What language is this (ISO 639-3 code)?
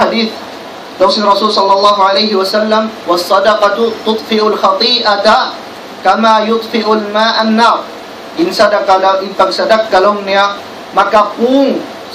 tsg